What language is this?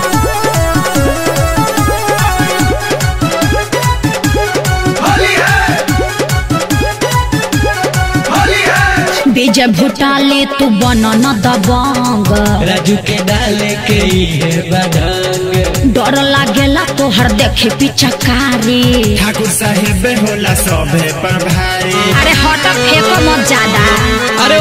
Bhojpuri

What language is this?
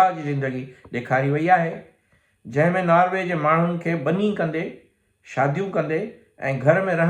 Sindhi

